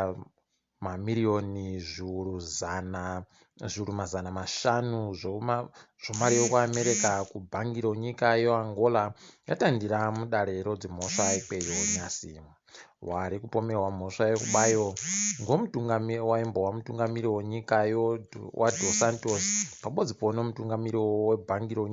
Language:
Ndau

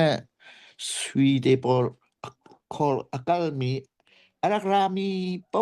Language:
Hakha Chin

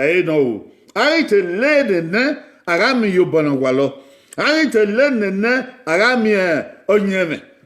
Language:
Bini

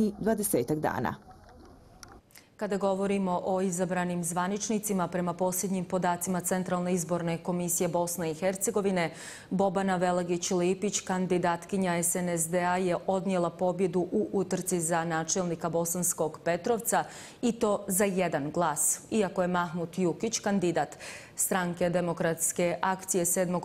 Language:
Bosnian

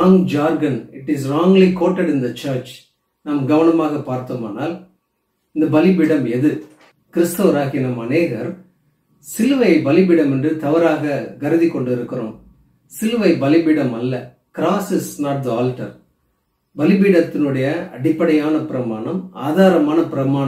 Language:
Tamil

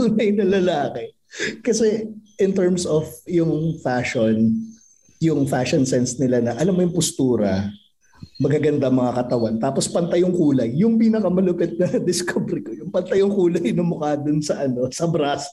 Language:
Filipino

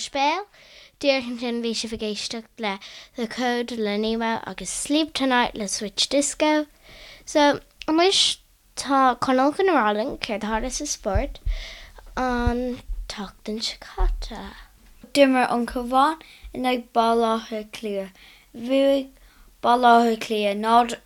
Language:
Irish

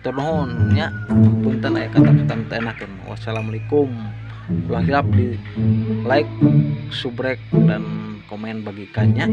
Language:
Sundanese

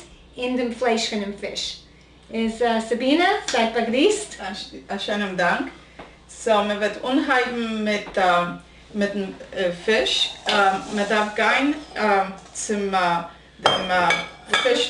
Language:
Yiddish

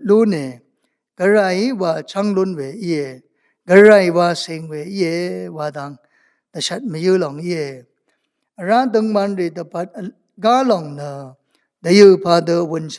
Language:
Rawang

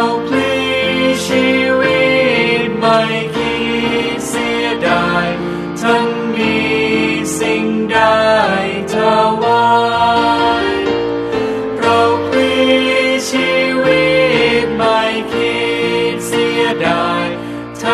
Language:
Thai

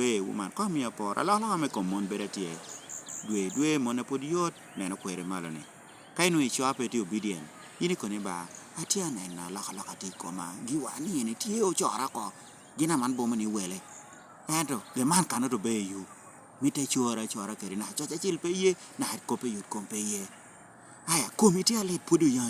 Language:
Lango (Uganda)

